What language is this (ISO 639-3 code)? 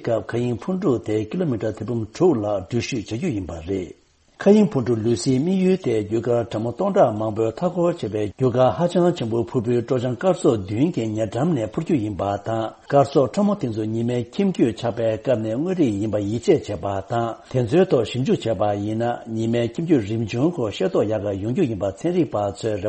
bod